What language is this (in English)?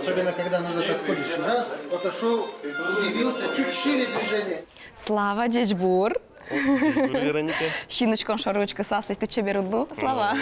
Udmurt